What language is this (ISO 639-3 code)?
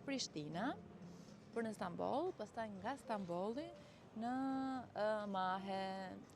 sqi